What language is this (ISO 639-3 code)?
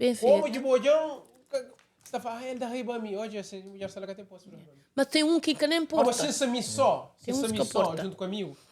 kea